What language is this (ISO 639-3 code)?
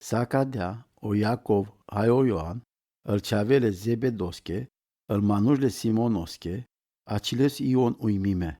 rom